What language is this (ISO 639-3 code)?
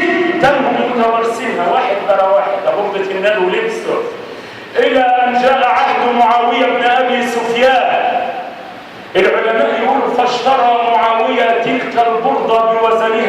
arz